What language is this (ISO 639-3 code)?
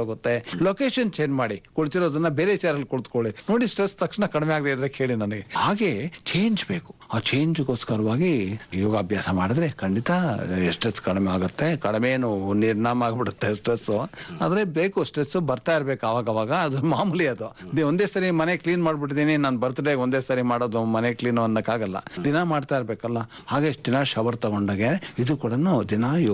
kan